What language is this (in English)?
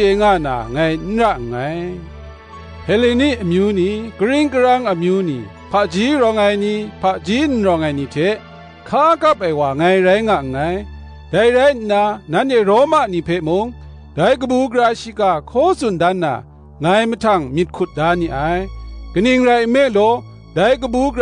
Kachin